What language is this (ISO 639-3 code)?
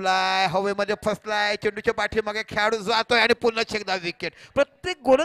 mar